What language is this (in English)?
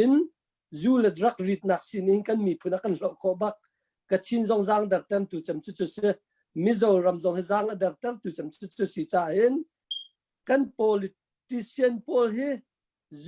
Hakha Chin